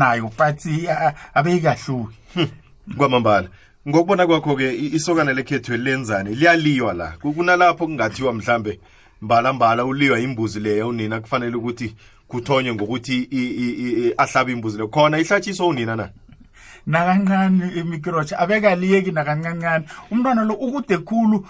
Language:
South Ndebele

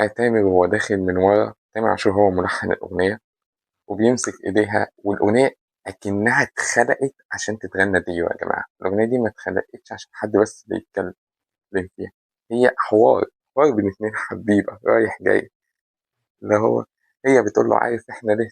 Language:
Egyptian Arabic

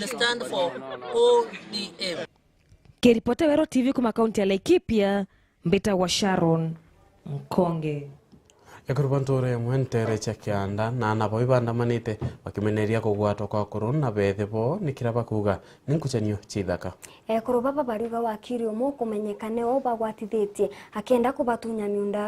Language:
Meru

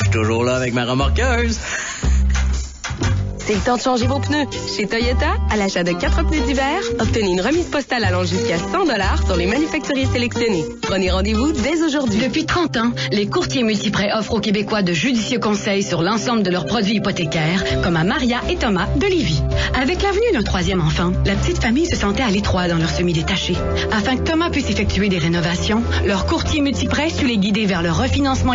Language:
French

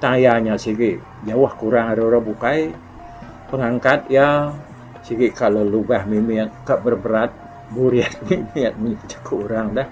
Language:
Iban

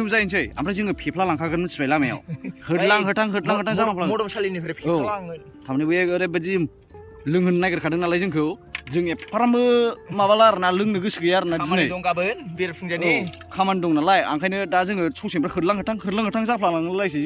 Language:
Bodo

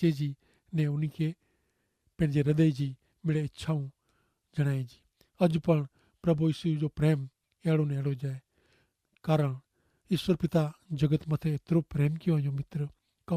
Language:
Kachhi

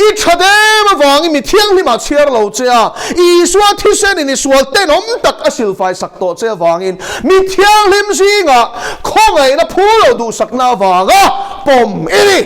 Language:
Mizo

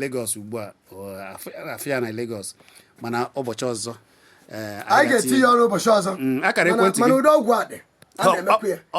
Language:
Igbo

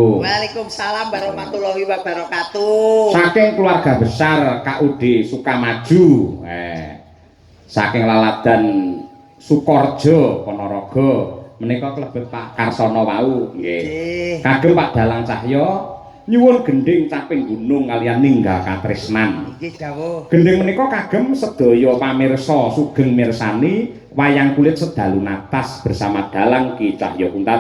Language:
Javanese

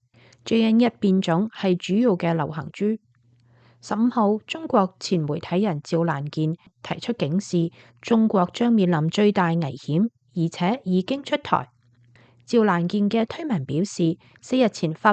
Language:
Cantonese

